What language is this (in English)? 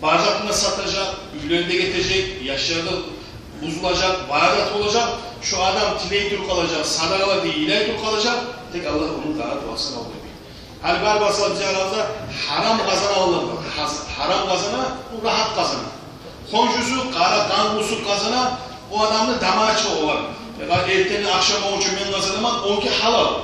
Kumyk